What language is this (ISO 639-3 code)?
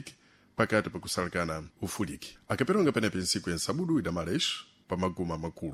seh